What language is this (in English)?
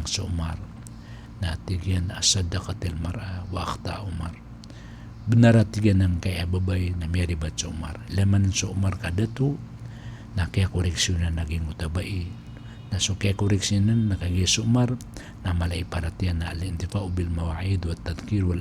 Maranao